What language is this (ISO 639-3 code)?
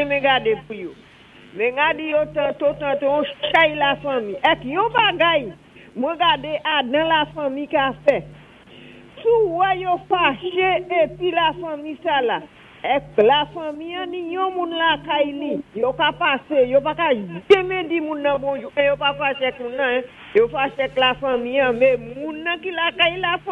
acf